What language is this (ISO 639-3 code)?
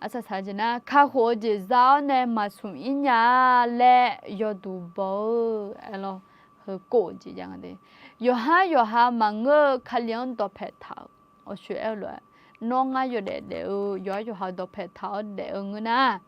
ahk